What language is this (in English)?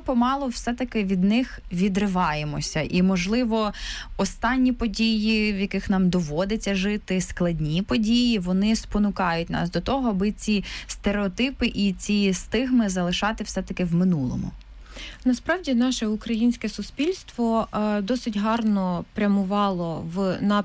Ukrainian